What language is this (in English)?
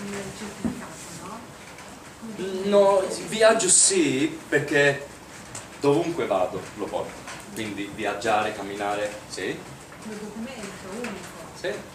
Italian